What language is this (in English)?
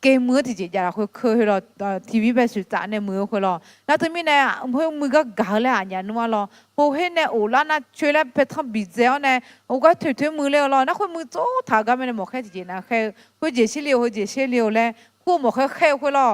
Akha